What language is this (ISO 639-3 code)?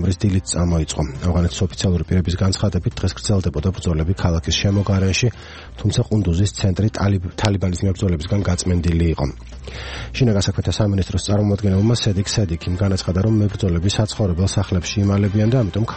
kat